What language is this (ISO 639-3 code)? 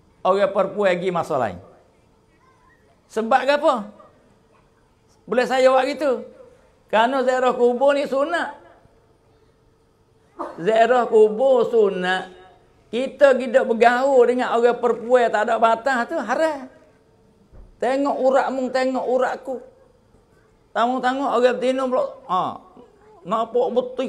msa